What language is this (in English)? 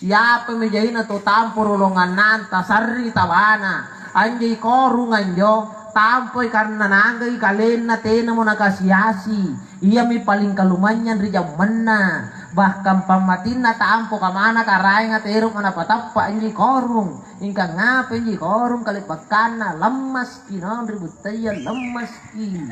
Makasar